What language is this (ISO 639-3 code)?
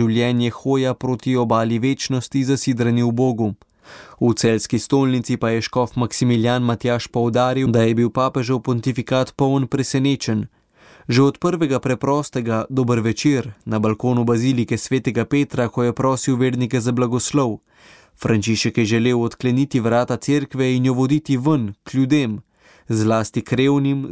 slv